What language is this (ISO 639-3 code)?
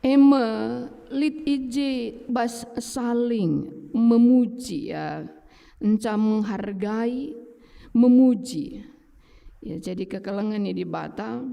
btx